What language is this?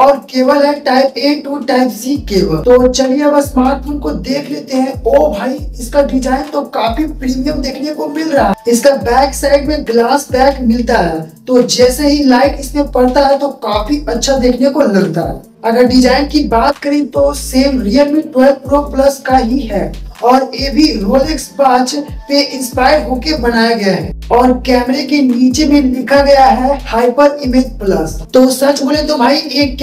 Hindi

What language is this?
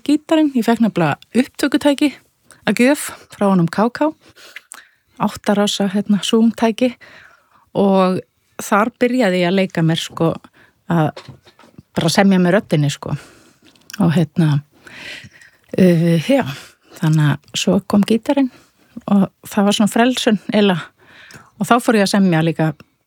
Icelandic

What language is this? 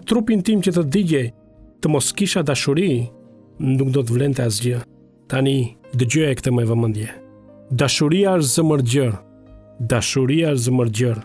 Albanian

